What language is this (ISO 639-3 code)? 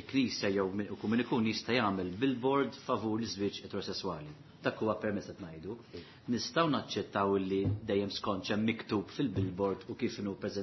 mlt